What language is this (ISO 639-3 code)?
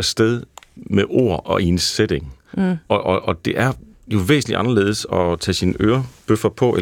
dan